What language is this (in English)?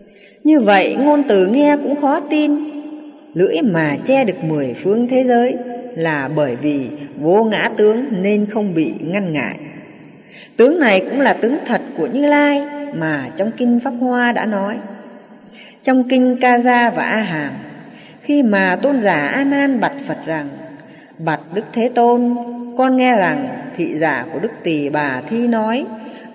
Vietnamese